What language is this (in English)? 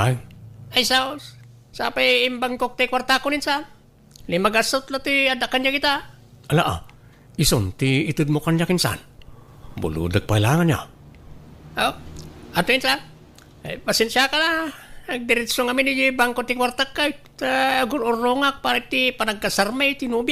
Iloko